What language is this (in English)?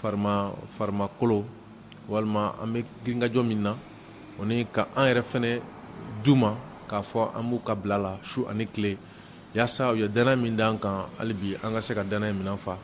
Bambara